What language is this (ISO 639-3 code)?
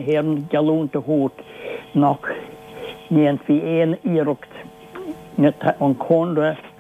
gle